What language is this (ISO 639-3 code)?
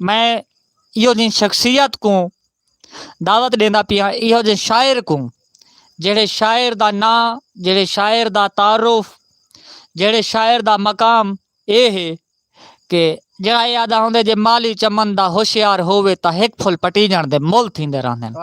skr